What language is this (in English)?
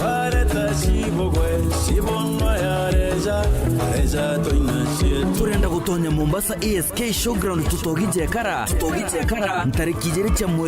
Meru